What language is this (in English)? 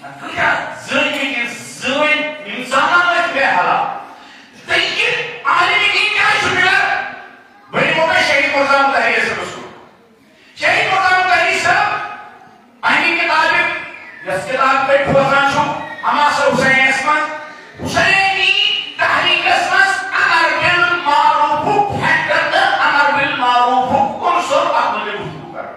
Kashmiri